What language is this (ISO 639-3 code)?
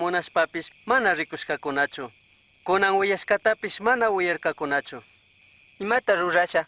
qug